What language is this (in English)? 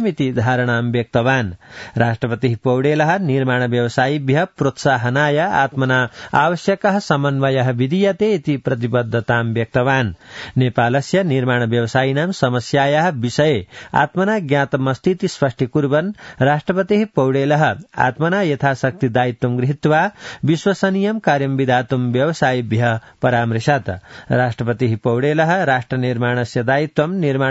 Sanskrit